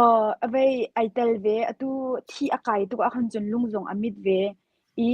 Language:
Hakha Chin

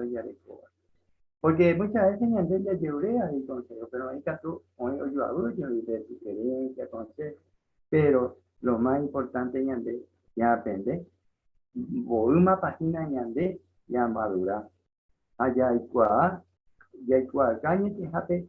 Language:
Guarani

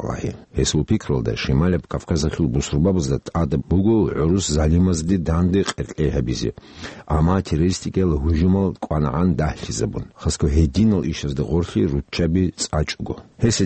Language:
Avaric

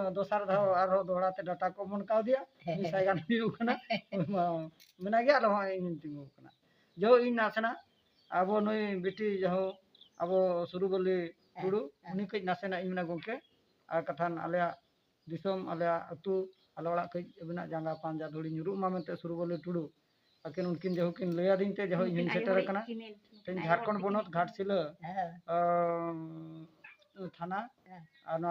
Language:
Santali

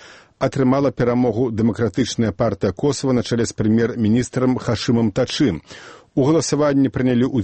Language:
Belarusian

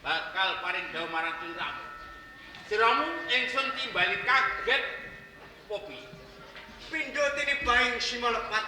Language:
Javanese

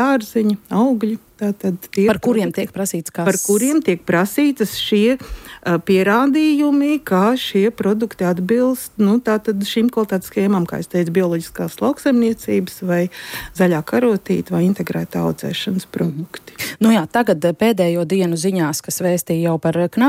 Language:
Latvian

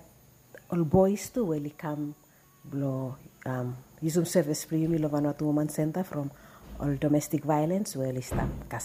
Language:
Bislama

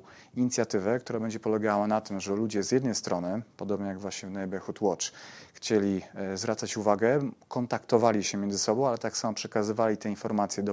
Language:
Polish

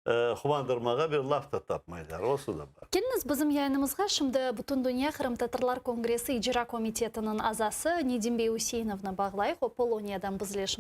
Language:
Crimean Tatar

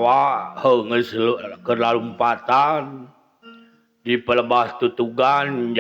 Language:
Sundanese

